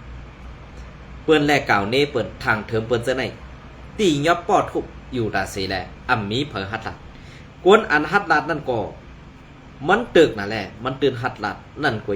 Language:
Shan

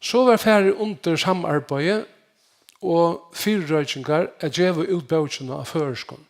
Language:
Faroese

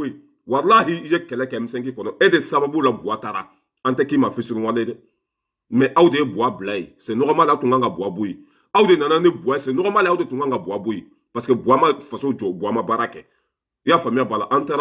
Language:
Bambara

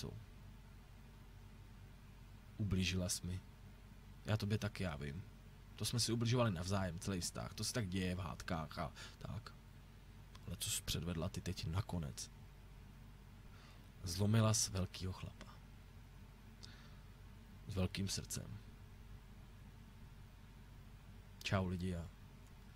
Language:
Czech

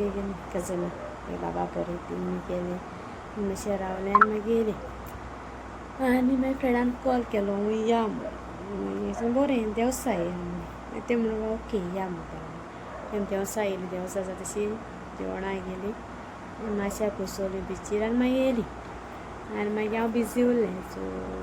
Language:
Konkani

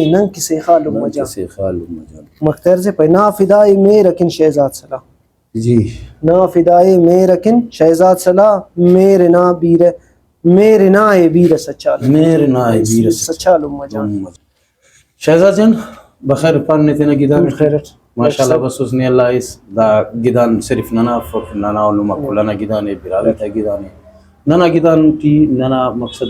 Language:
Brahui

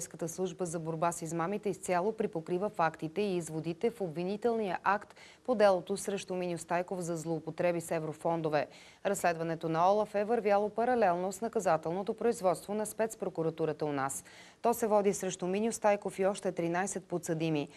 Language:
Bulgarian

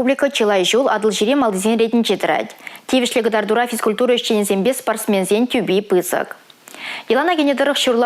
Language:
Chuvash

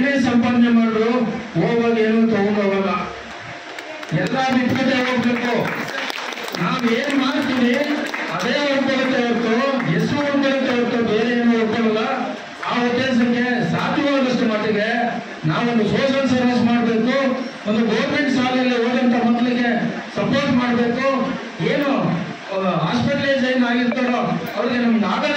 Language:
Kannada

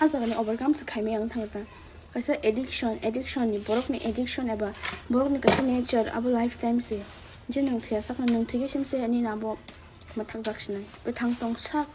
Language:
Kok Borok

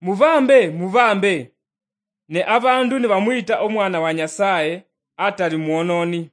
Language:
Luyia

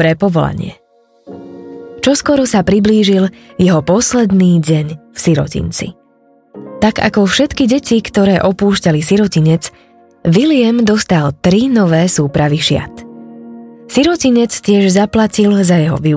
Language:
Slovak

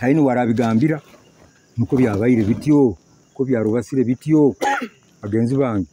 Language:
Nyoro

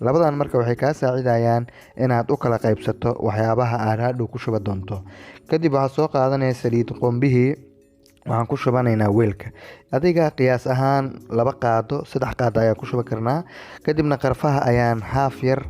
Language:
Somali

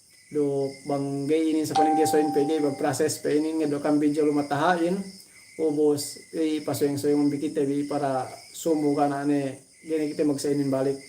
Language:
Yakan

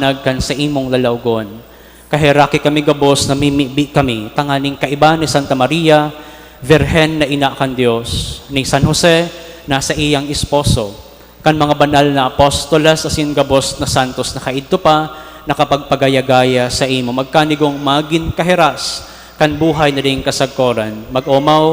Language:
Bikol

